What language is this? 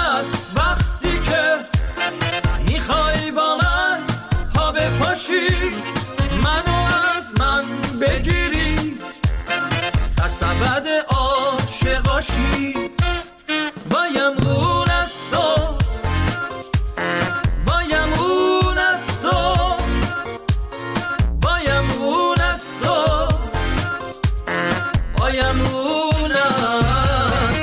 Persian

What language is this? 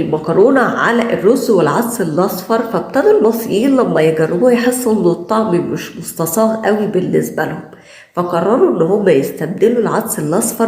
Egyptian Arabic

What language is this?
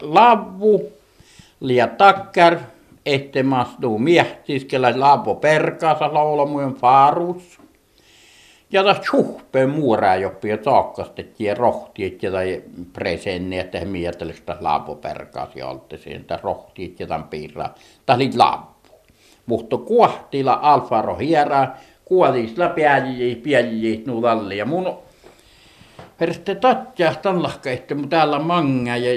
Finnish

